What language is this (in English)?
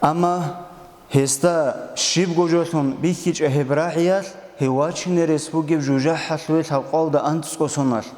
Avaric